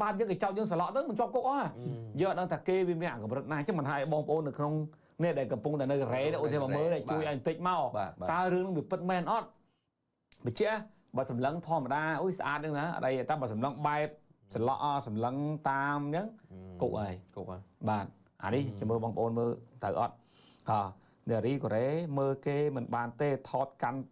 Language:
Khmer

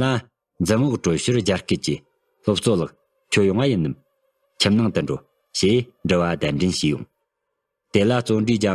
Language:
Tibetan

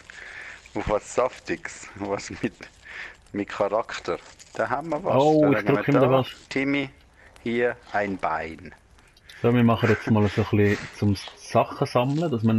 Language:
Swiss German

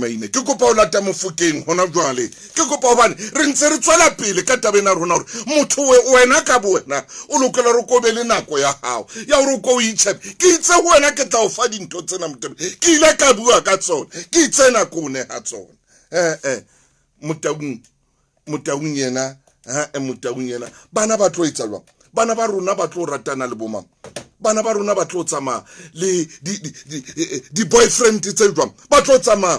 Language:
Southern Sotho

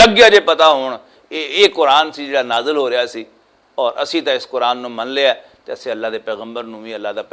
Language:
Western Panjabi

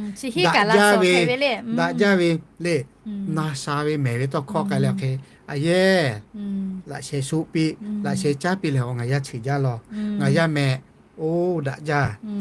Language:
Lahu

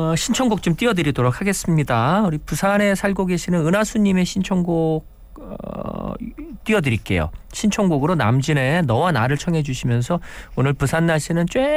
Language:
Korean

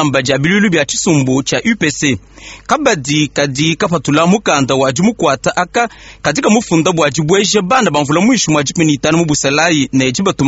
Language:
Luba-Lulua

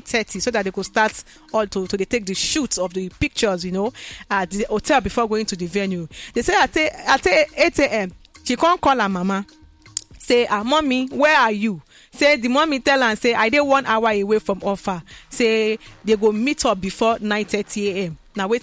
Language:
Nigerian Pidgin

